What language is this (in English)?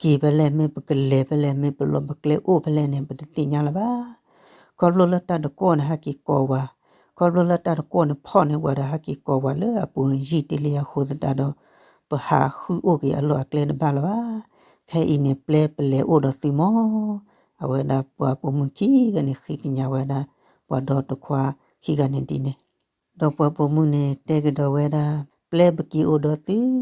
S'gaw Karen